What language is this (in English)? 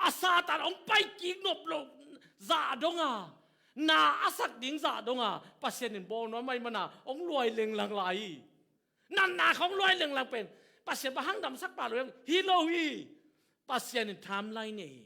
Tedim Chin